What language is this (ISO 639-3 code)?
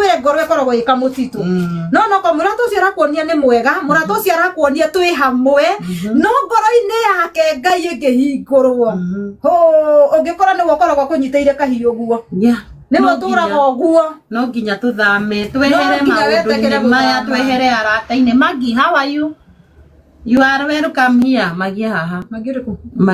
kik